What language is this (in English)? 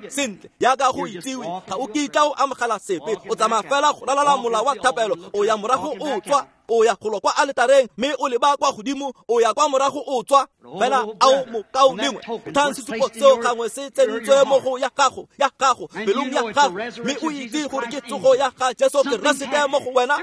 Tswana